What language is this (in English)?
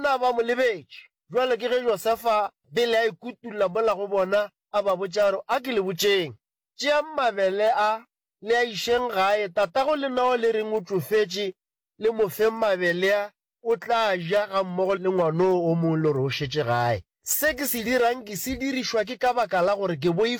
Northern Sotho